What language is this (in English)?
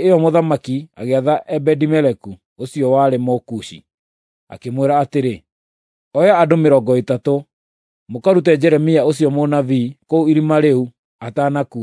Kikuyu